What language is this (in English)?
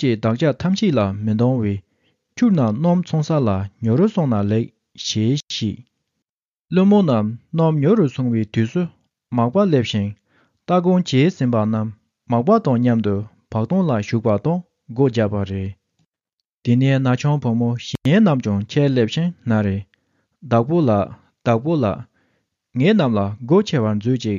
Tibetan